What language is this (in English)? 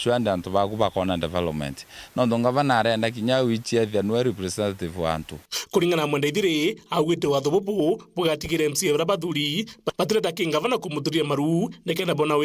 Meru